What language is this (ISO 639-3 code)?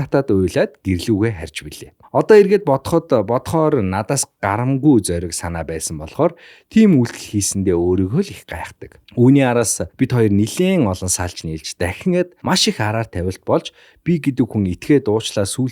mon